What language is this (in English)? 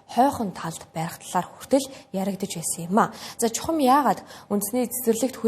Mongolian